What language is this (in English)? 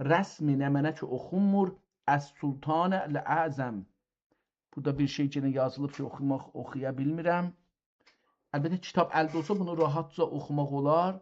South Azerbaijani